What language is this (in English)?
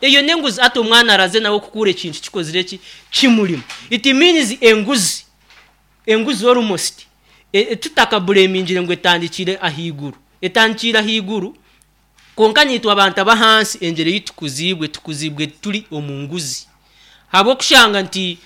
Nyankole